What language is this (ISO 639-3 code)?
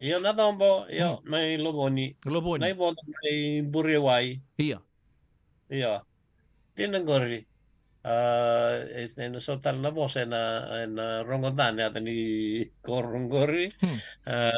fij